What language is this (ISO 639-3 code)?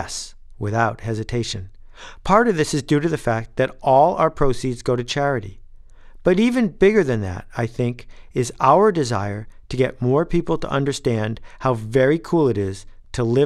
eng